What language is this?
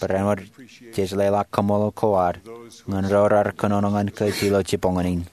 Marshallese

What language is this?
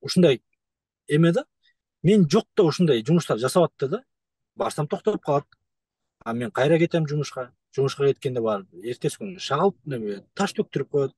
Kyrgyz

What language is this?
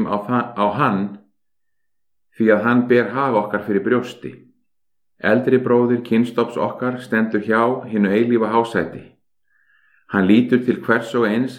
Icelandic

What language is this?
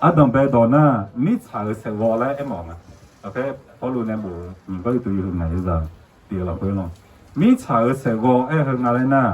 Akha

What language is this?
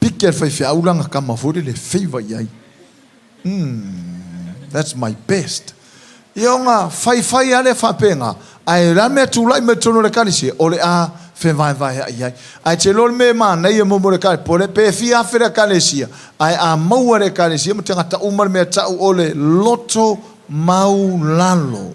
Samoan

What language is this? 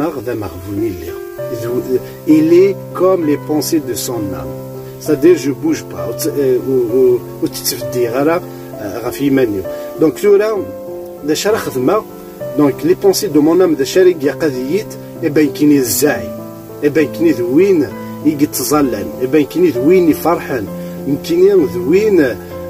Kabyle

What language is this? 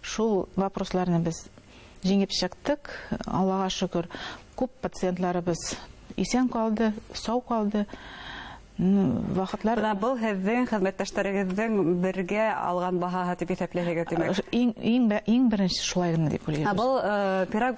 Bashkir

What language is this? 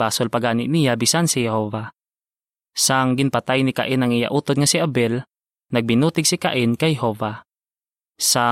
Hiligaynon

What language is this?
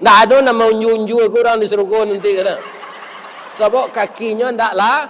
Minangkabau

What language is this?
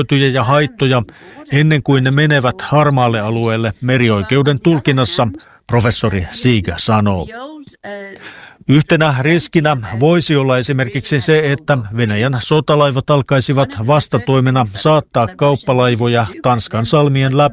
Finnish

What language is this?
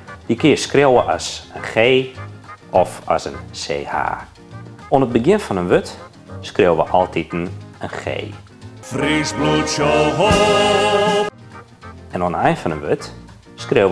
Western Frisian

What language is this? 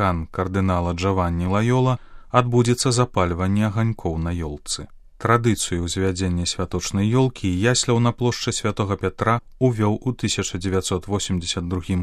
Belarusian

